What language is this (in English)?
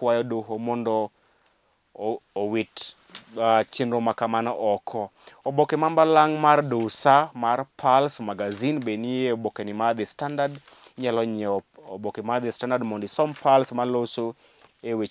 Luo (Kenya and Tanzania)